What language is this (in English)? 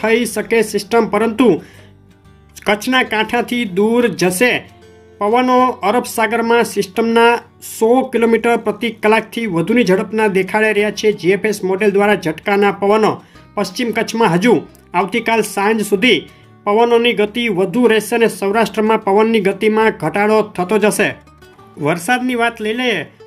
Gujarati